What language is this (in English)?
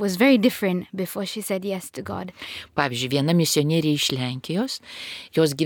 Lithuanian